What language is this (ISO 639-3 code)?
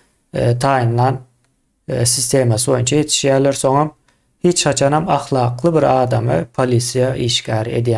tuk